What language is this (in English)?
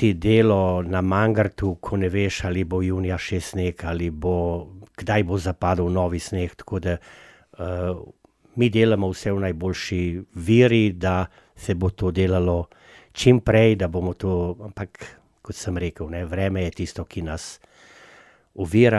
Slovenian